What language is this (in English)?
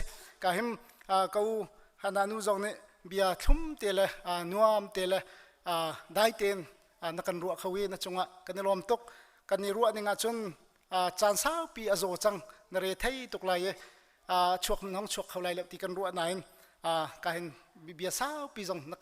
Hakha Chin